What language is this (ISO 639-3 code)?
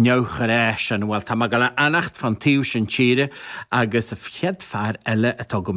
gle